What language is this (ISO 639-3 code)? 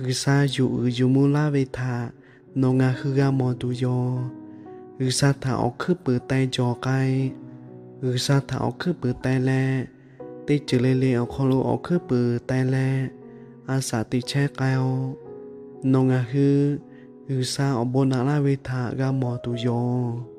lhu